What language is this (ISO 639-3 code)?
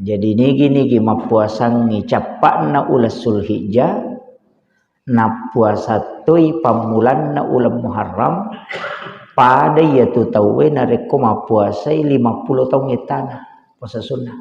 bug